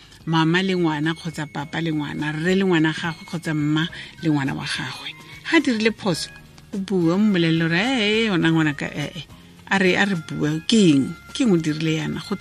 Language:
Tswana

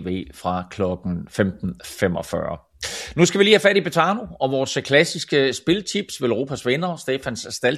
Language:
Danish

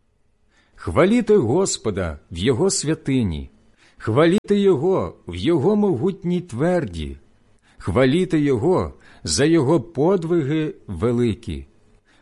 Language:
Ukrainian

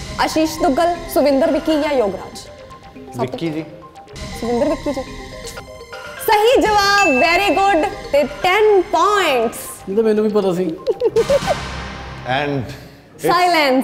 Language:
Punjabi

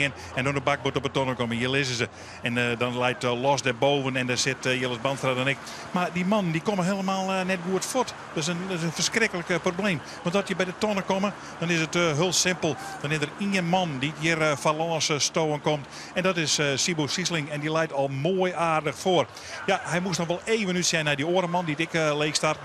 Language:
Western Frisian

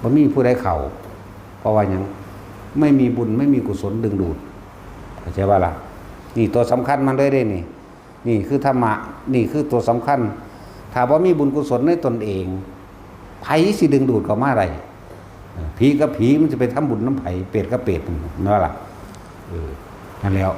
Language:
Northeastern Thai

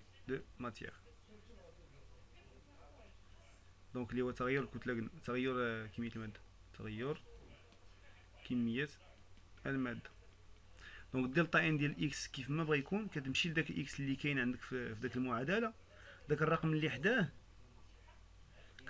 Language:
Moroccan Arabic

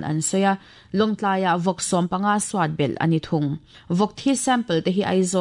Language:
Mizo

